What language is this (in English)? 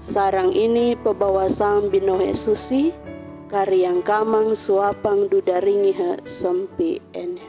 Sangir